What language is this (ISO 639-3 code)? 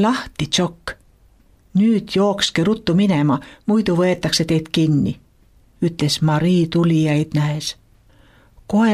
est